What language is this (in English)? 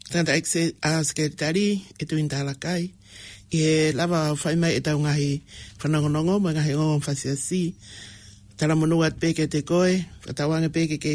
Tongan